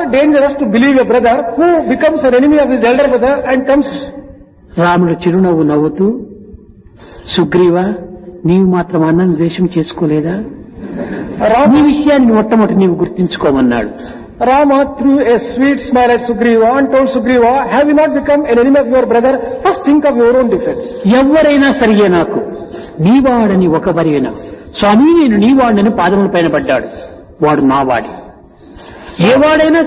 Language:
Telugu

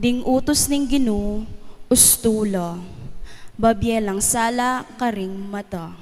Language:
Pampanga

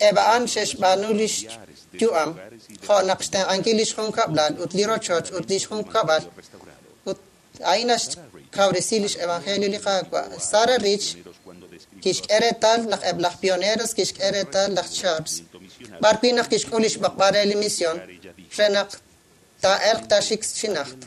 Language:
Kekchí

